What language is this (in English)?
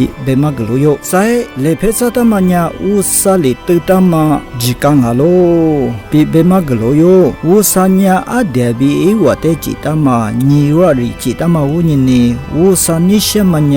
Lisu